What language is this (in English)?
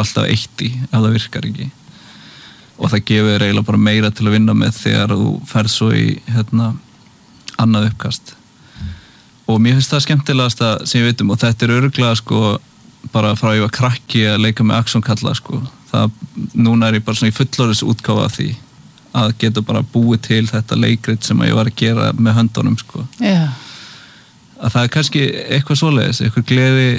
Icelandic